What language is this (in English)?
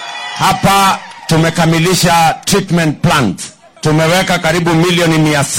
Swahili